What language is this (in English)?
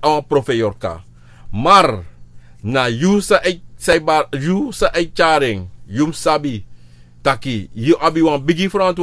Sranan Tongo